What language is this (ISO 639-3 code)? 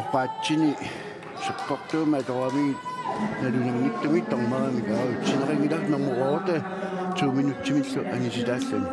kal